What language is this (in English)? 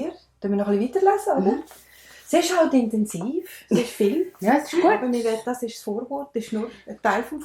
Swiss German